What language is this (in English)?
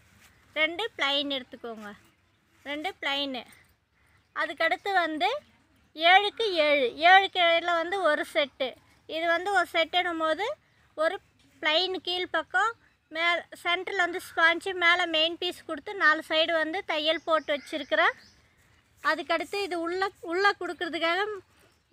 Tamil